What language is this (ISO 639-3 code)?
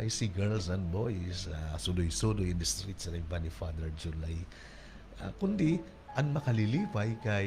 war